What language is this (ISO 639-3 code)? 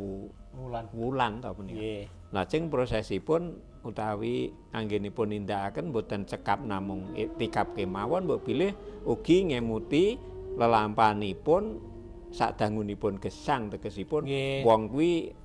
jav